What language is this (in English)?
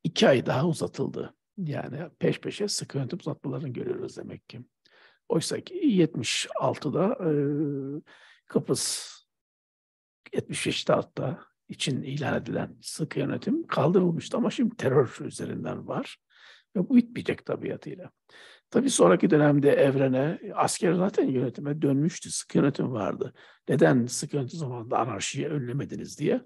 Turkish